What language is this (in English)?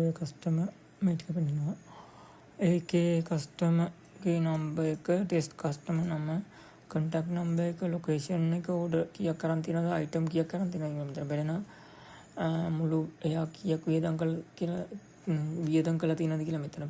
Sinhala